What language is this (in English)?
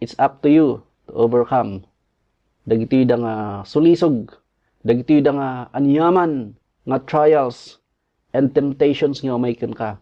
Iloko